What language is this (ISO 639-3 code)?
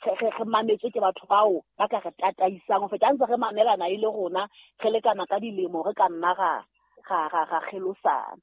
sot